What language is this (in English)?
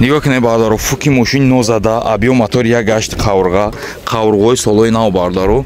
Tajik